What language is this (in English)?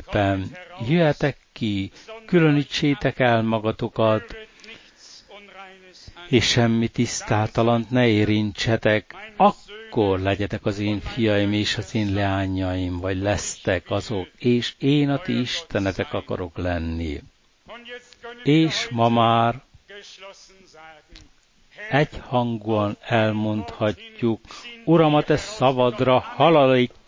Hungarian